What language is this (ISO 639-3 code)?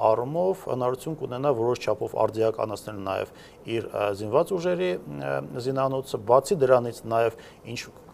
hye